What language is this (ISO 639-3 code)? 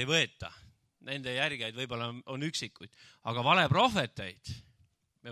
est